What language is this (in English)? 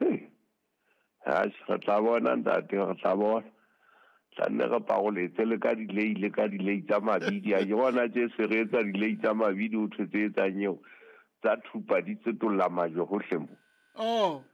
Southern Sotho